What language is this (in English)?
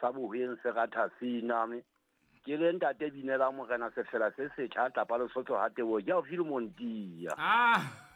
Southern Sotho